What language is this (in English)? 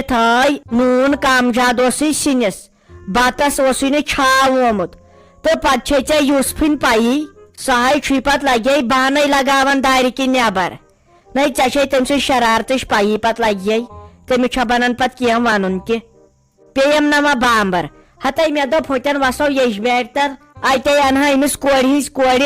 Kashmiri